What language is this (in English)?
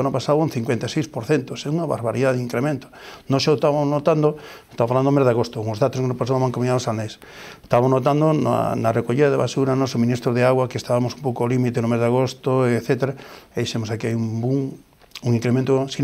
Galician